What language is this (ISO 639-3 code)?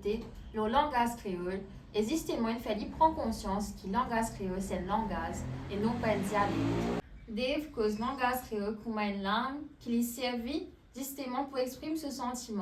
mfe